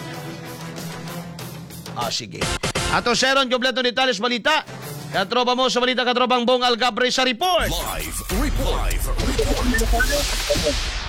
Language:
Cebuano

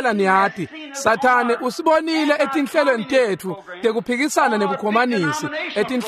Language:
Swati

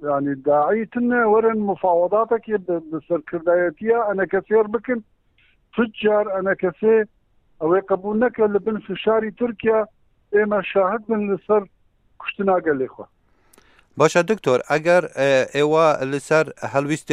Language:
Kurdish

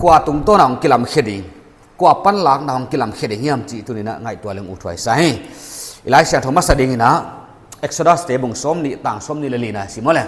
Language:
Paite Chin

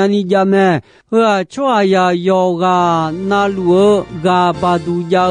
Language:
Akha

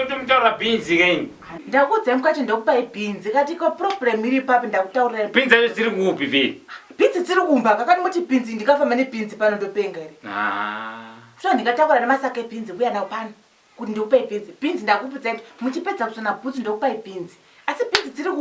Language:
Shona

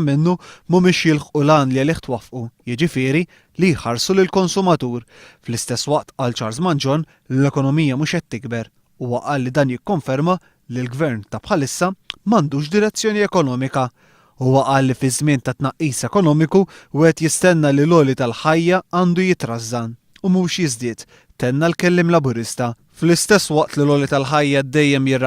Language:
Maltese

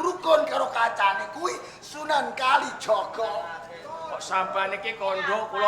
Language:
Javanese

